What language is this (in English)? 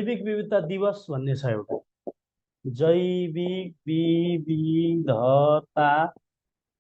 Nepali